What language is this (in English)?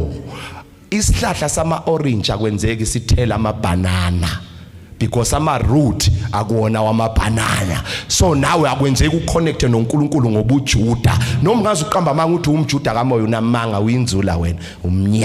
Zulu